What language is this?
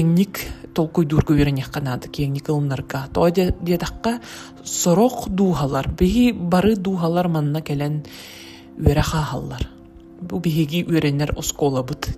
Yakut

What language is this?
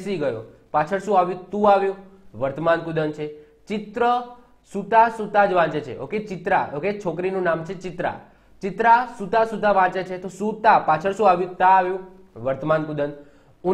Gujarati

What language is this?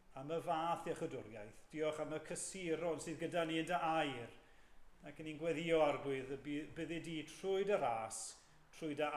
Welsh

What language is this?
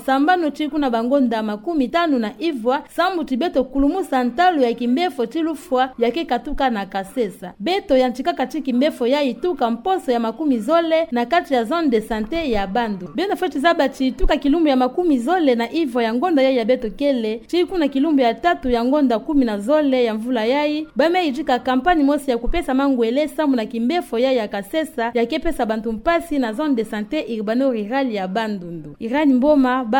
Kituba (Democratic Republic of Congo)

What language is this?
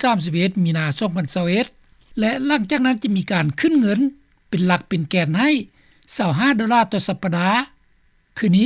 Lao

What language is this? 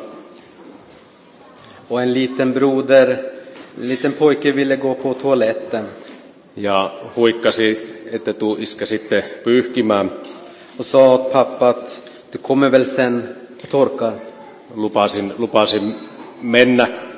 Finnish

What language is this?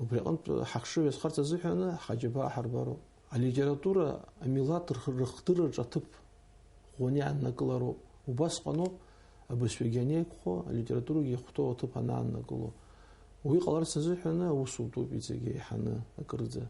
Abkhazian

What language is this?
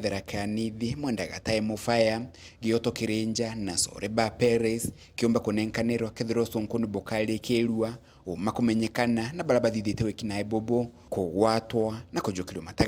Meru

